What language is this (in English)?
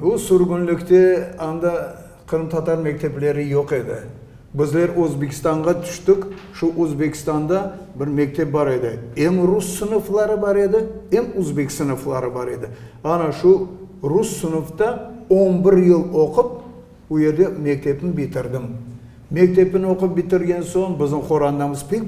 Crimean Tatar